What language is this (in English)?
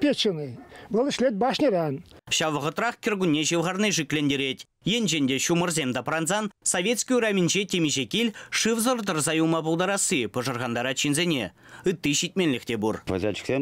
Chuvash